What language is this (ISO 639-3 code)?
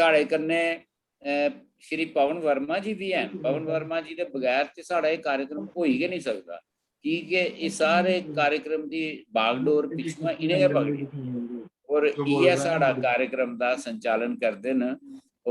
doi